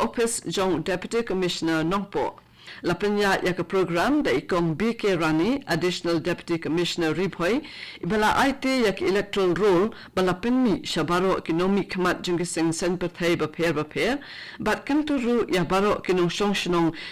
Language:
Khasi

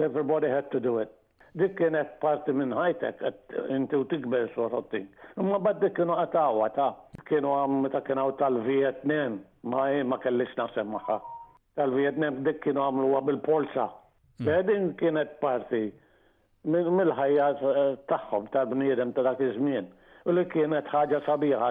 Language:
Maltese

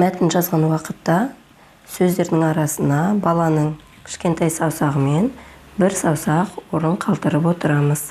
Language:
Kazakh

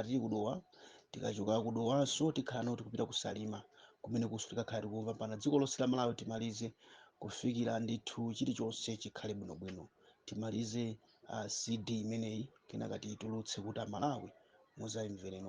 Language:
Nyanja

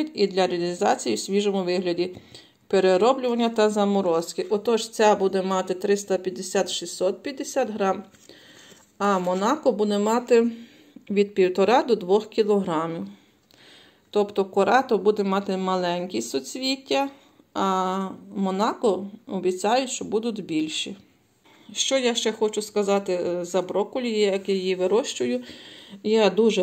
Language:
Ukrainian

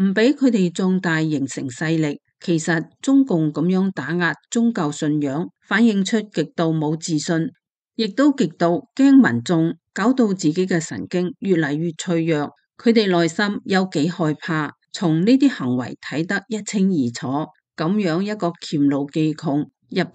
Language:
Cantonese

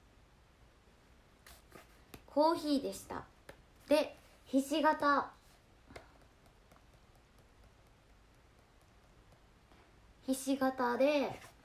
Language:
Japanese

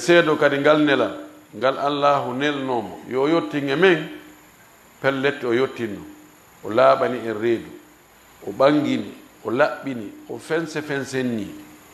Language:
Fula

